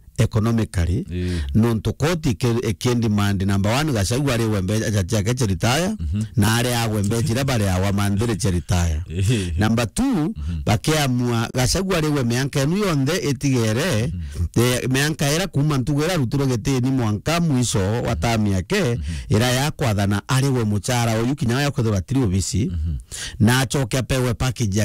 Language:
Meru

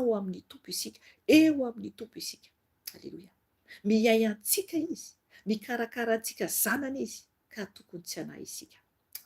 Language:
Malagasy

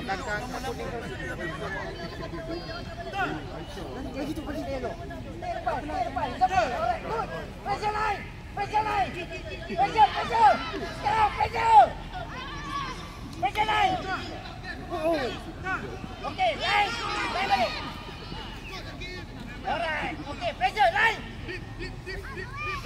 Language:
Malay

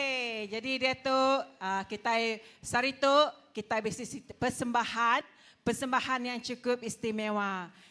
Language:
Iban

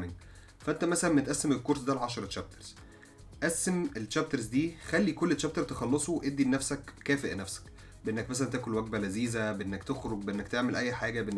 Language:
Egyptian Arabic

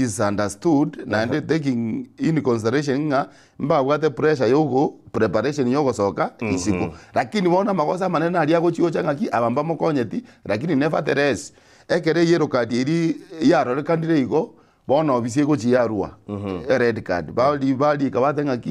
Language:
Gusii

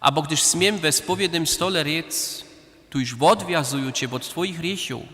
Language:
Upper Sorbian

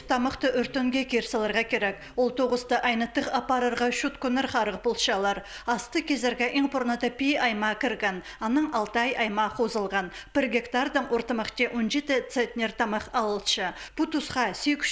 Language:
Khakas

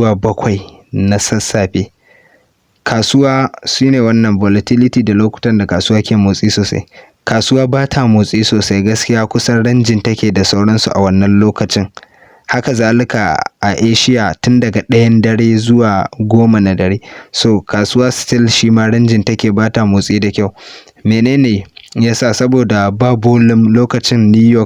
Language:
Hausa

